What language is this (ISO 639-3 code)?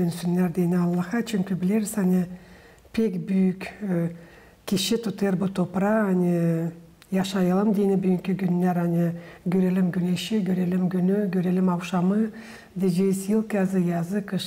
gag